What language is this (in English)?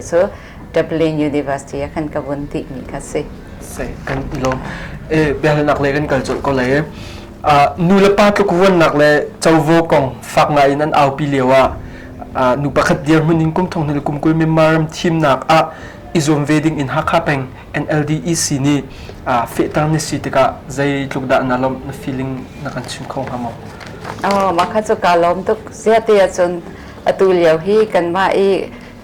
Hakha Chin